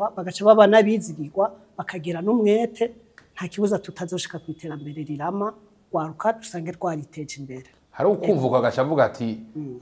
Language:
Rundi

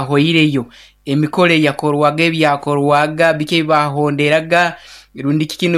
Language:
Nyoro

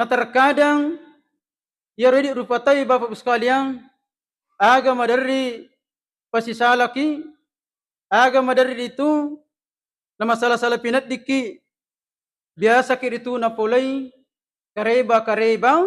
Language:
Buginese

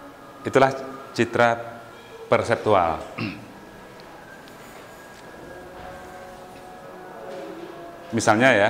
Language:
Indonesian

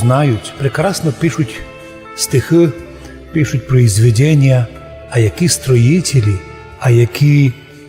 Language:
Rusyn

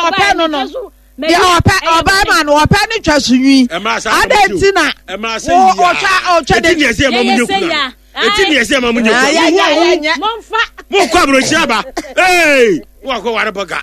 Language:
Akan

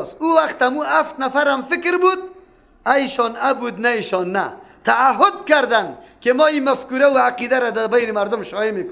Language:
Persian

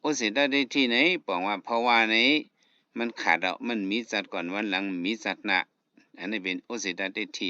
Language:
Shan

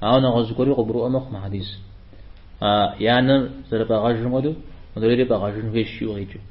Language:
Kabardian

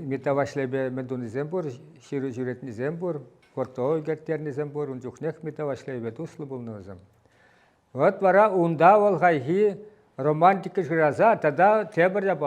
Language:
Chuvash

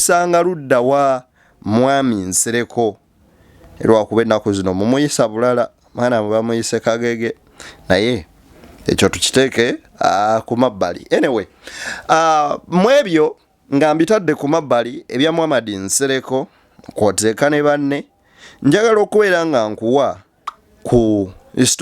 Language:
Ganda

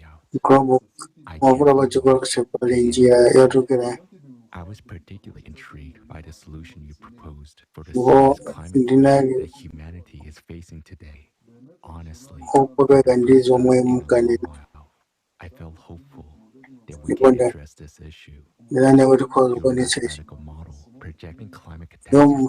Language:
Nyanja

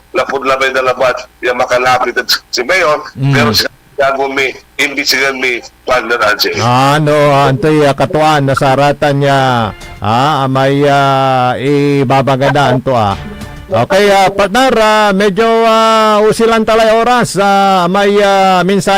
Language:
Pangasinan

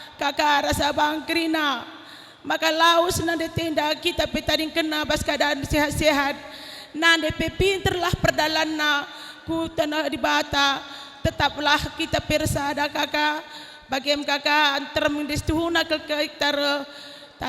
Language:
Batak Karo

